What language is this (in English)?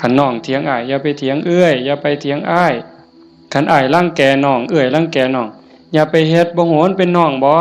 Northeastern Thai